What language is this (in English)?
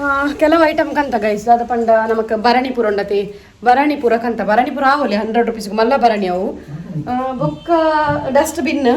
Tulu